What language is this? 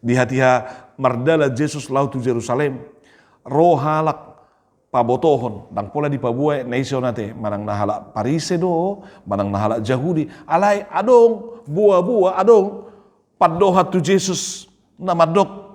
Batak Toba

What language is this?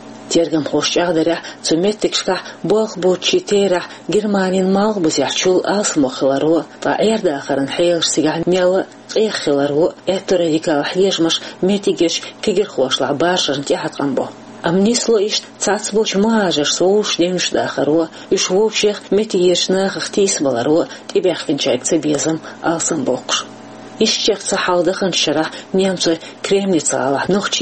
Chechen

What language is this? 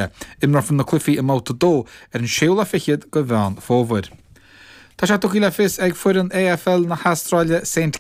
Irish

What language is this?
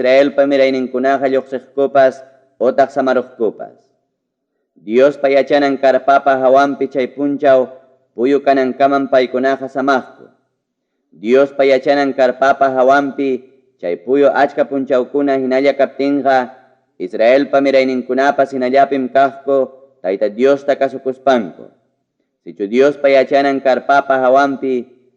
Ayacucho Quechua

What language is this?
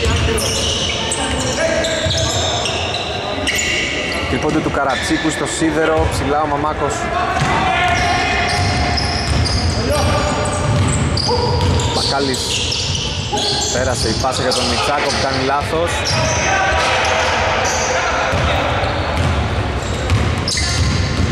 Greek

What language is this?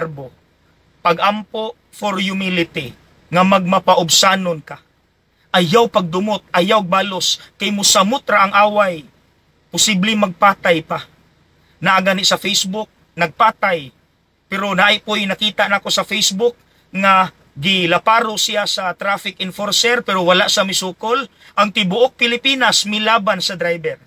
Cebuano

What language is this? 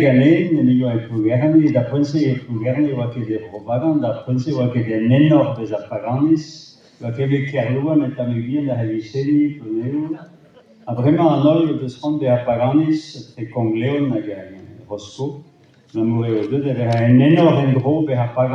Breton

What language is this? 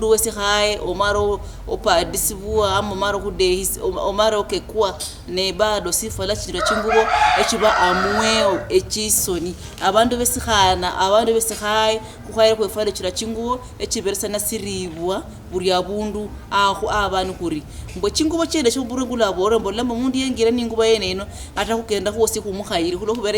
Luyia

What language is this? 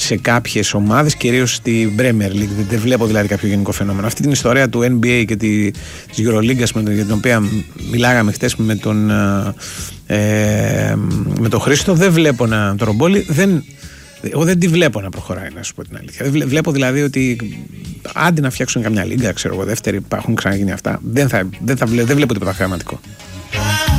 Greek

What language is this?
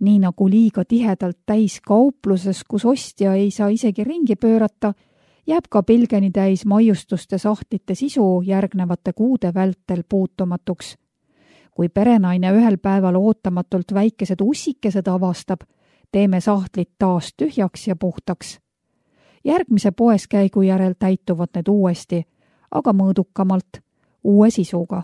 Estonian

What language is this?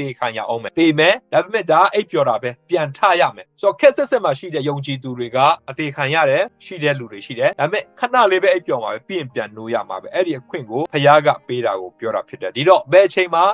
Burmese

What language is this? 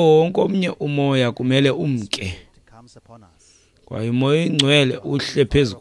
Xhosa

